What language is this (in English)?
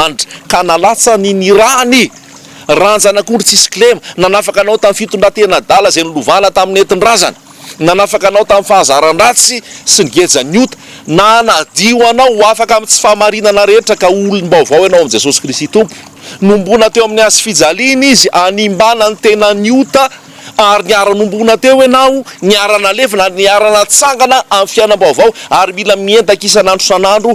Malagasy